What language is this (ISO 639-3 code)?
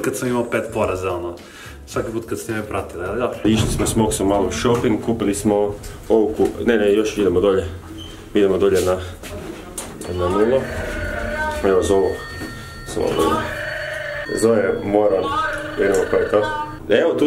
hrv